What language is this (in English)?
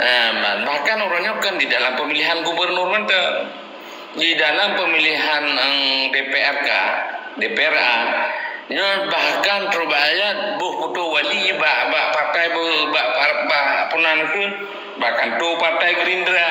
Achinese